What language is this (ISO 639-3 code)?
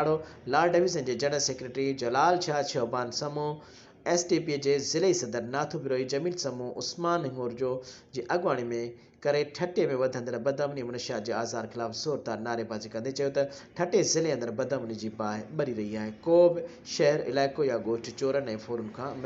snd